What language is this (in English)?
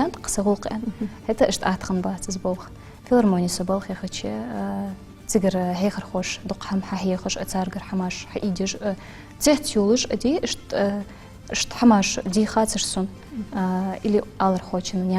Ingush